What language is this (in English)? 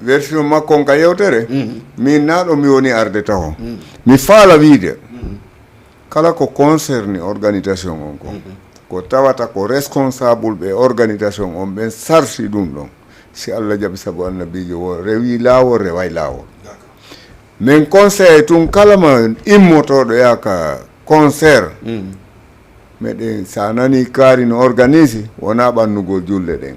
Fula